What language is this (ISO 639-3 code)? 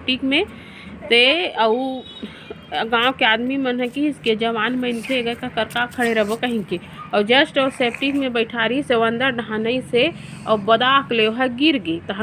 hne